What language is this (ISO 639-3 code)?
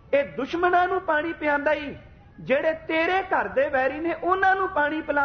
pan